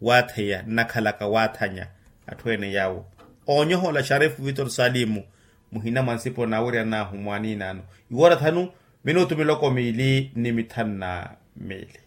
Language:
Makhuwa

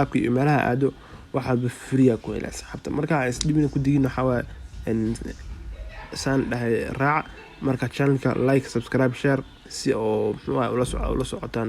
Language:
Somali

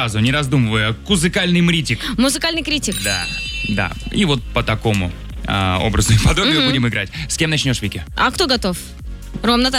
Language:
Russian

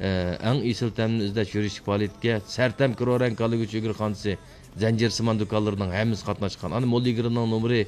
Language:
Uyghur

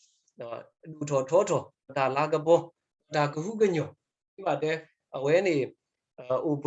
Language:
S'gaw Karen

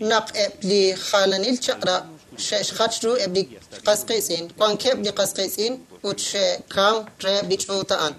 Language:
Kekchí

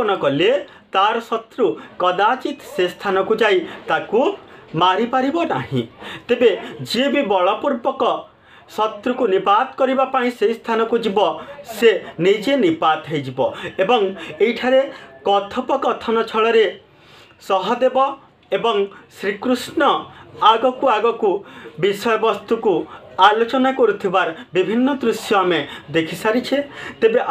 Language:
Odia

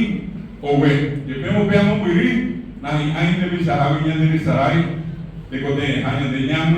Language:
Guarani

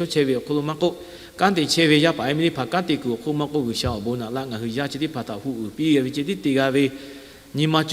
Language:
Lahu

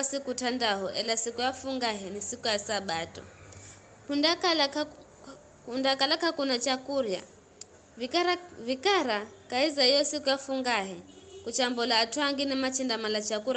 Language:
Giryama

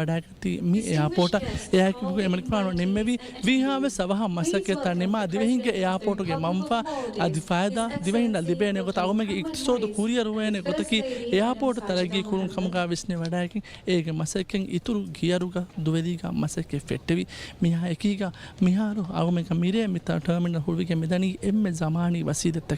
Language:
Divehi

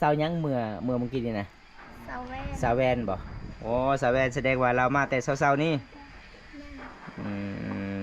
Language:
Lao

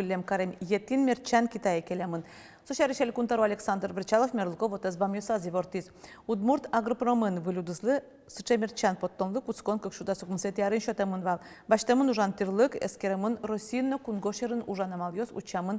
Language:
Udmurt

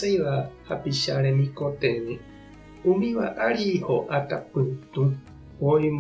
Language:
Guarani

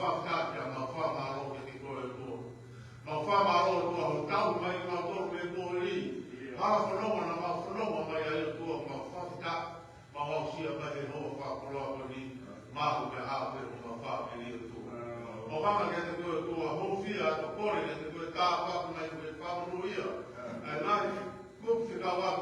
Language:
Tongan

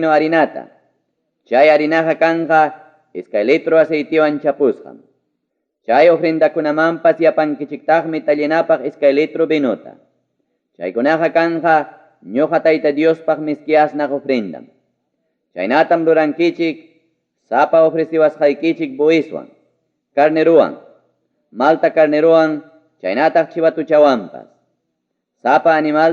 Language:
Ayacucho Quechua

